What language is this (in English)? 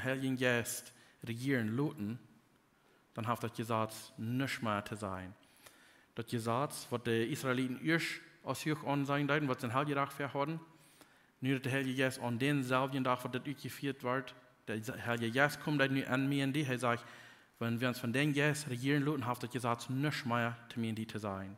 Plautdietsch